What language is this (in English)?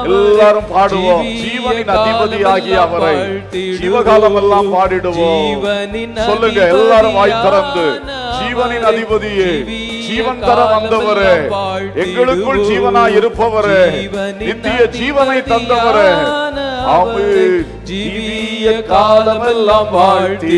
Tamil